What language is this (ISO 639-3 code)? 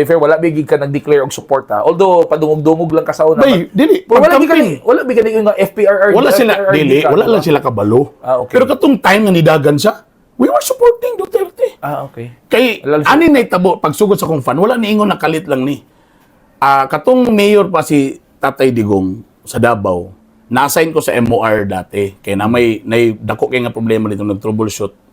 ceb